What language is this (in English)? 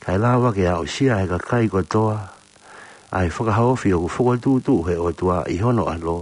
Tongan